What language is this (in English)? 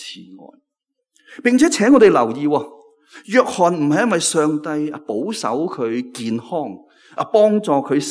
Cantonese